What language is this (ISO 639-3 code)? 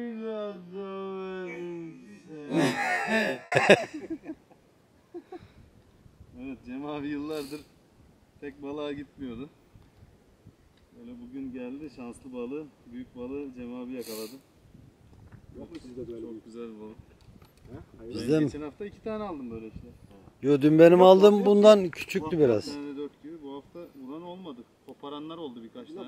tur